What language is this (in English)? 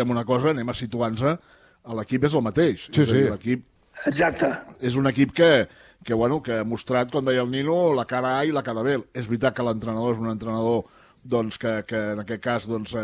Catalan